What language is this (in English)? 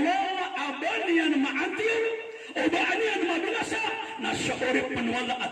Maranao